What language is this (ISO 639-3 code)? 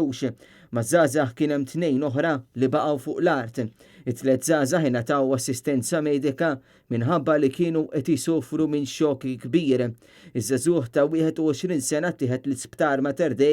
mlt